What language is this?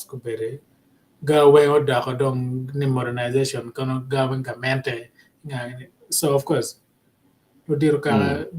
Acoli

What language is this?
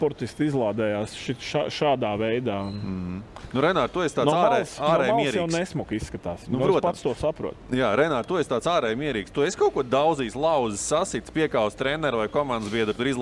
Latvian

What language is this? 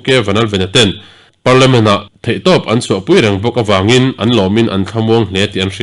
Mizo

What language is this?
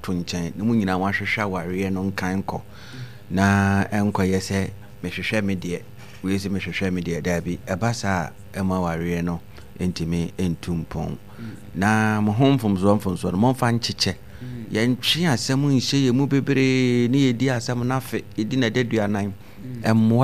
Akan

